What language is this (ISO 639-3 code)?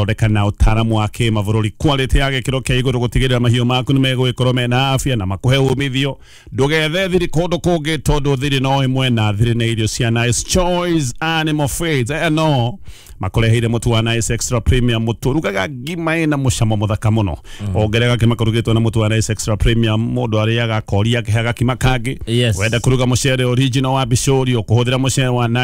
kik